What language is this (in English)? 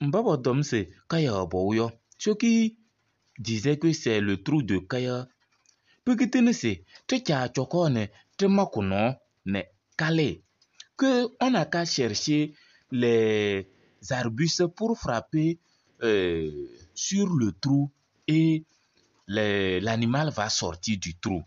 Kabiyè